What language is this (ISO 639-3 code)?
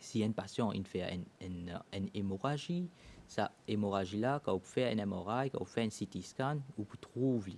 mfe